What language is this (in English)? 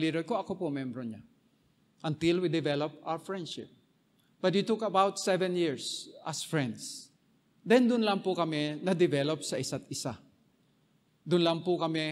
Filipino